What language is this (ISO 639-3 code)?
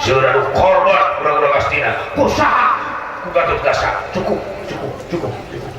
sun